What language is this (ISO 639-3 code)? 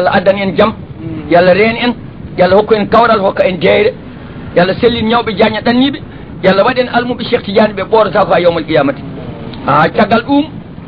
ful